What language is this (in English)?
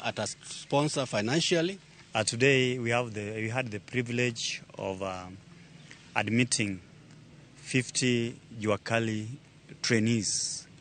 Luo (Kenya and Tanzania)